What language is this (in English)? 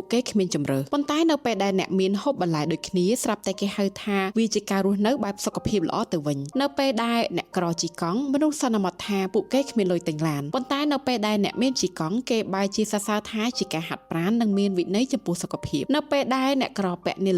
Khmer